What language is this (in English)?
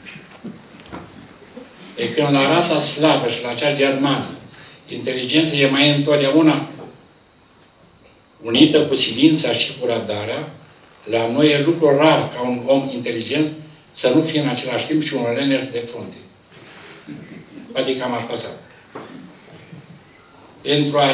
Romanian